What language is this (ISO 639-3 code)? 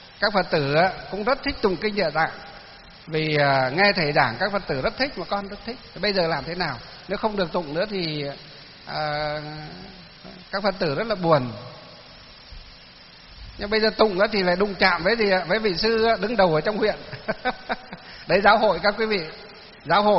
vie